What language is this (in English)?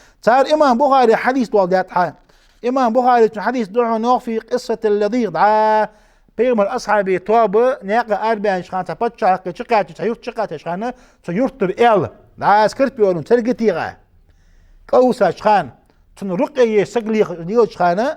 Ingush